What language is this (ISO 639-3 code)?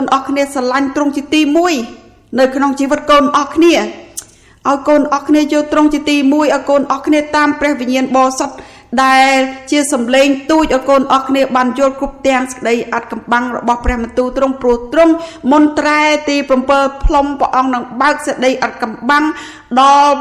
khm